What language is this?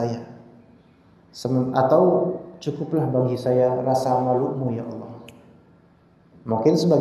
Indonesian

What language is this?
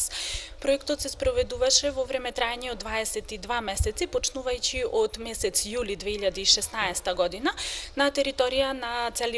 Macedonian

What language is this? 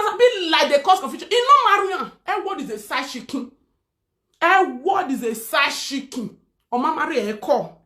Nigerian Pidgin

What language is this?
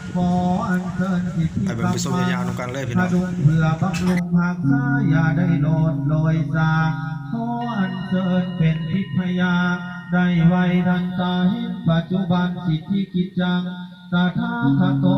Lao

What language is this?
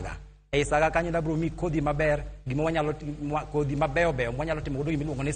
Luo (Kenya and Tanzania)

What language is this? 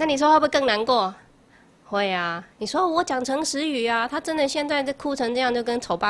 Chinese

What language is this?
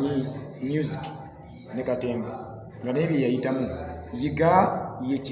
Ganda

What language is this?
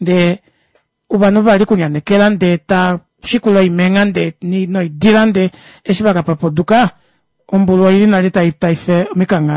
Kuanyama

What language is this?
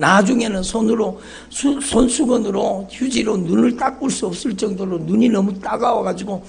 Korean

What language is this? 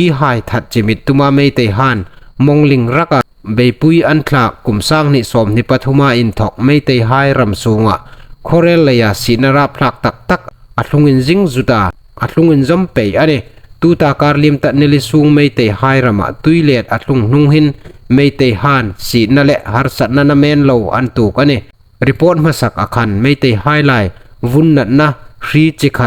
Hmar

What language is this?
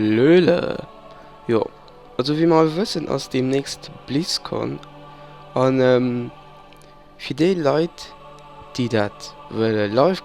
Luxembourgish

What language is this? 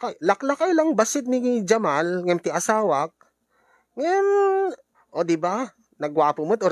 Iloko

